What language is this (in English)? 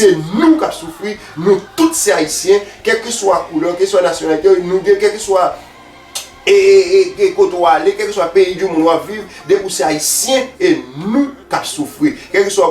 Haitian Creole